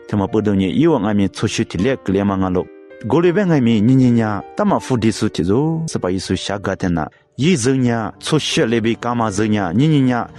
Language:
Lisu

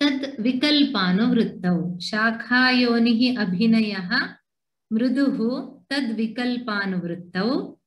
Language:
Sanskrit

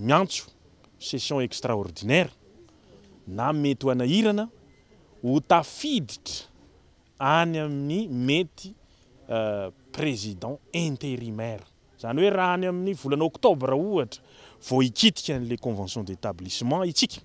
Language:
Malagasy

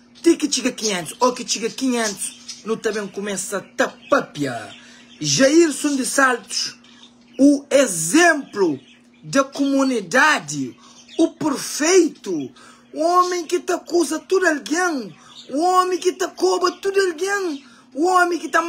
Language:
Kabuverdianu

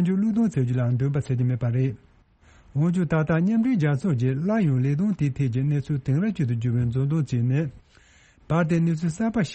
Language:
Tibetan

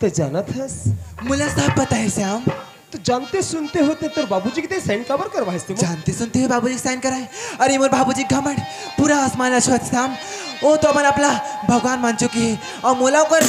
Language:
Chhattisgarhi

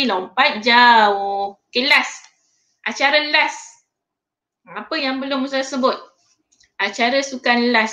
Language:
Malay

